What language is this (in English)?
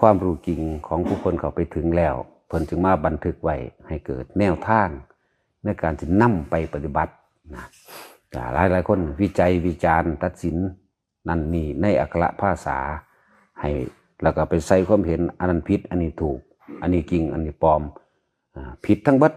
Northeastern Thai